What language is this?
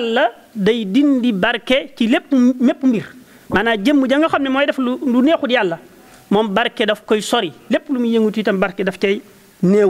Wolof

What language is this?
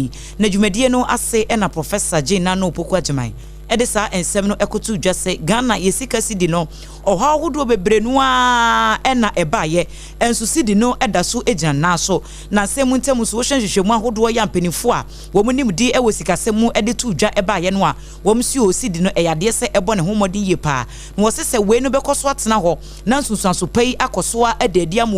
Akan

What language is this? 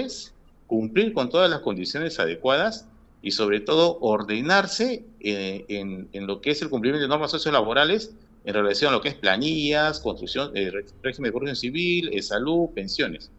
Spanish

